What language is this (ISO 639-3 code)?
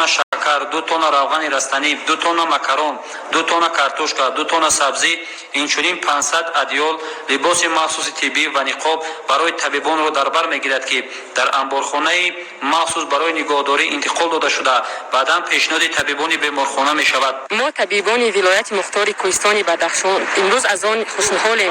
tgk